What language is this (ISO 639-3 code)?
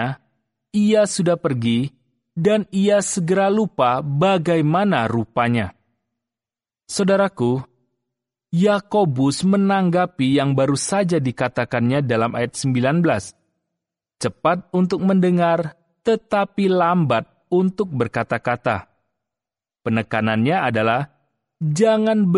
ind